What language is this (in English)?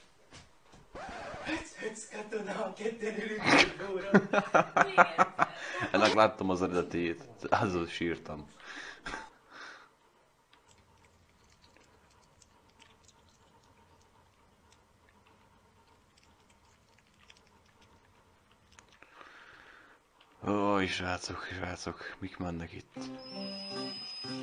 Hungarian